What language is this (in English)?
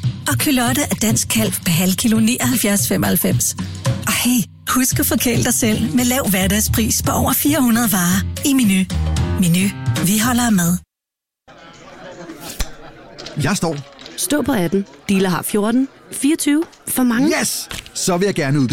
Danish